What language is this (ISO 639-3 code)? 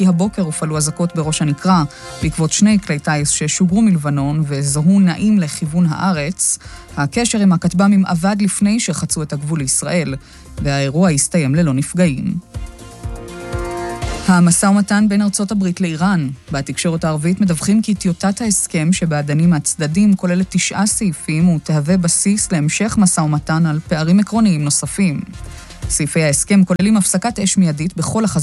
heb